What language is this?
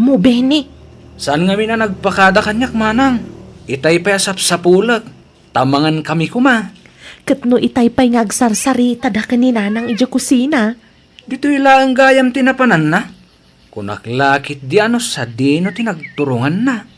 Iloko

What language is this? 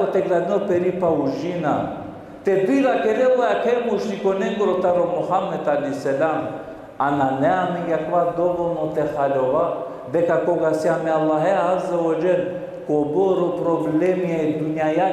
Balkan Romani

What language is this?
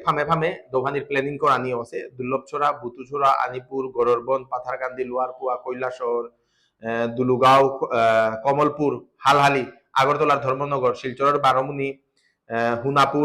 Bishnupriya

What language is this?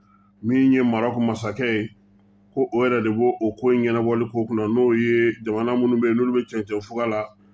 Bambara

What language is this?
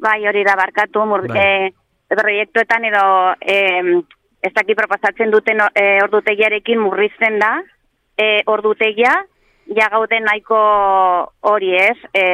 Basque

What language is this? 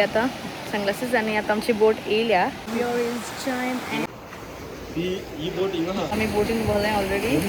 Konkani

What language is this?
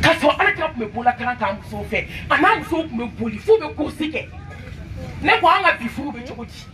Bambara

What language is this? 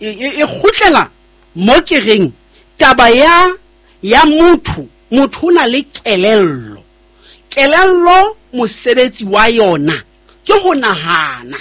Southern Sotho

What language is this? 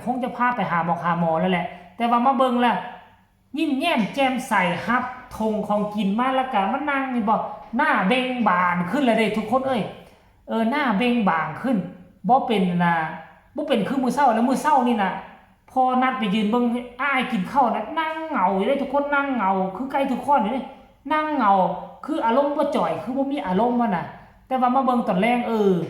Northeastern Thai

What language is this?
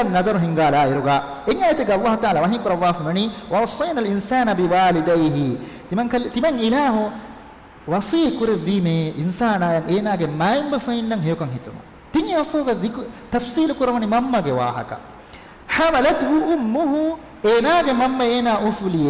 Divehi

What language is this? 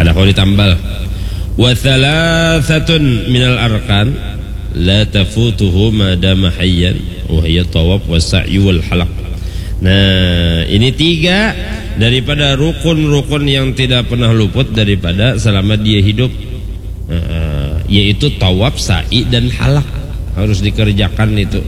Banjar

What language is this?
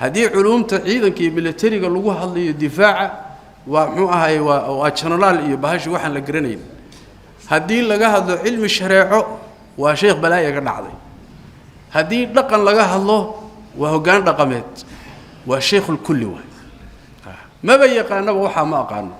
Somali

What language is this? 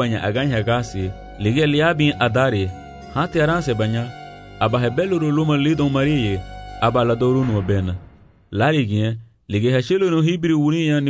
Garifuna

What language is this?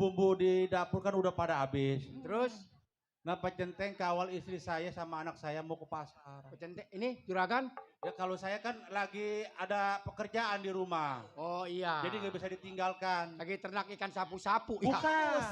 Betawi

